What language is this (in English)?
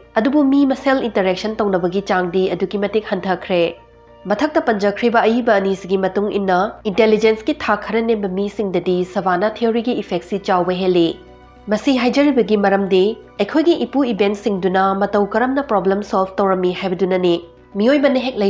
Manipuri